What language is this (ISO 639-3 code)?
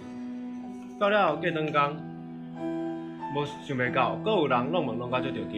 nan